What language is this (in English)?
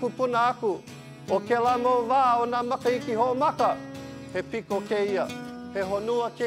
Hawaiian